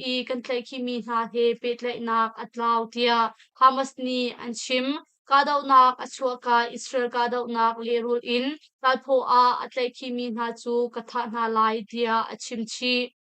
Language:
Hakha Chin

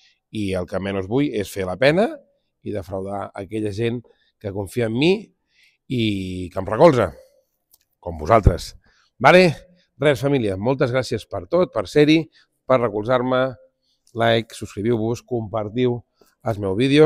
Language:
Catalan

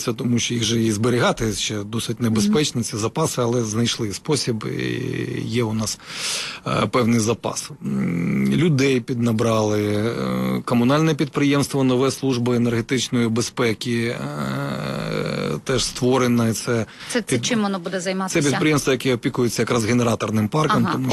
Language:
Ukrainian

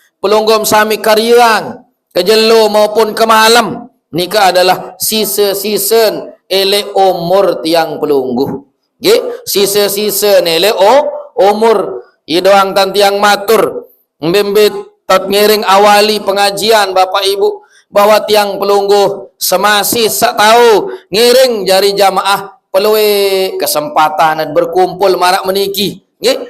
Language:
Sasak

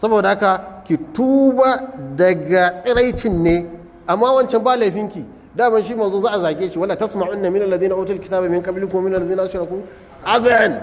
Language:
Hausa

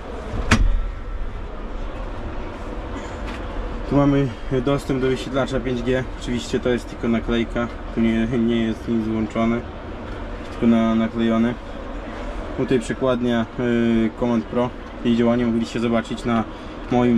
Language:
Polish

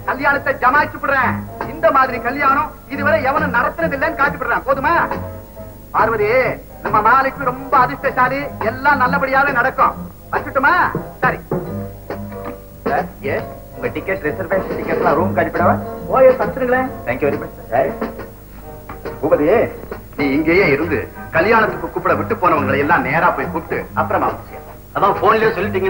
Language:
Tamil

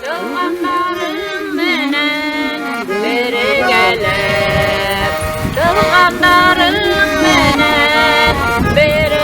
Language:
Bashkir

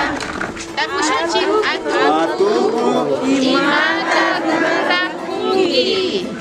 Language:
Imbabura Highland Quichua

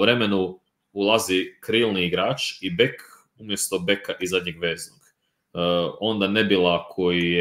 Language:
Croatian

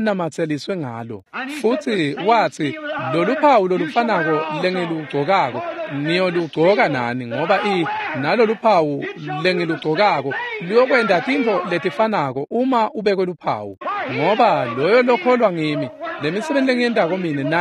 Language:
Swati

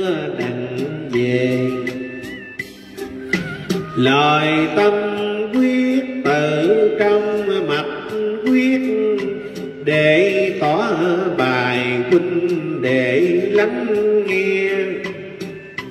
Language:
Vietnamese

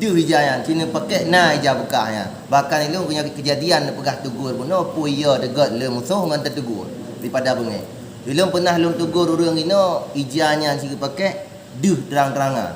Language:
Achinese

